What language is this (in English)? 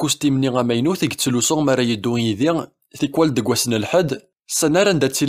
Kabyle